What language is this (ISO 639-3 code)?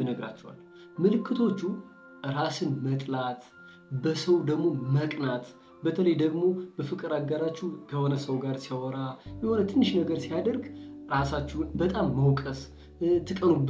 amh